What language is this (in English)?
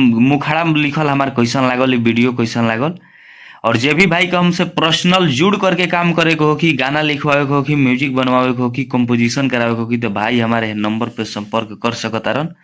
Bhojpuri